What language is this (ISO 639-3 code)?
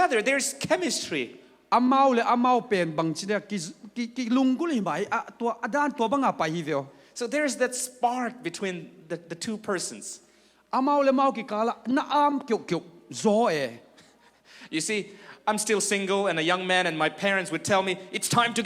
ctd